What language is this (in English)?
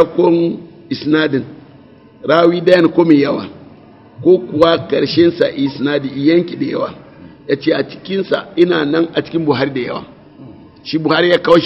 Hausa